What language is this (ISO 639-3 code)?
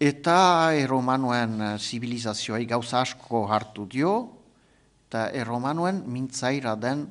eus